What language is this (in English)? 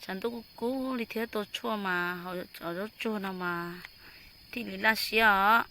Hmong